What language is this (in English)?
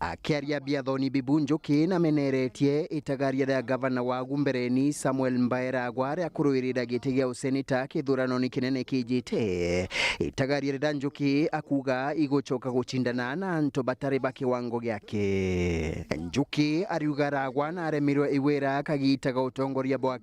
Meru